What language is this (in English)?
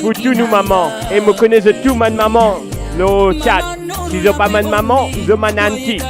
Morisyen